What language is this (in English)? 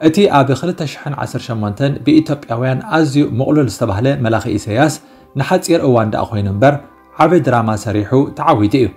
Tigrinya